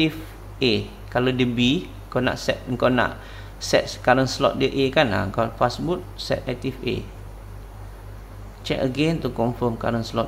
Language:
Malay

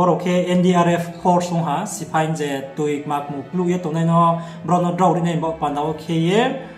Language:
Riang (India)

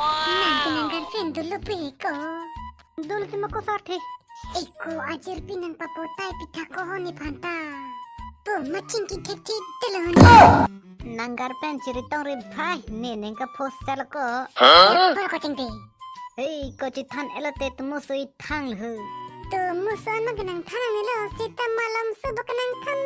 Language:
Karbi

